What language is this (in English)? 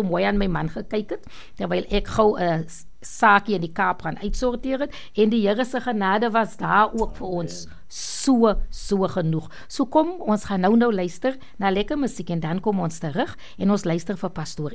Afrikaans